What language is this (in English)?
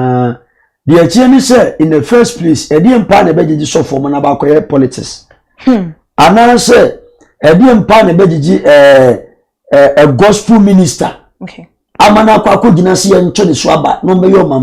Akan